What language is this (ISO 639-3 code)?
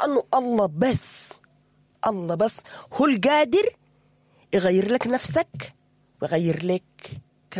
apd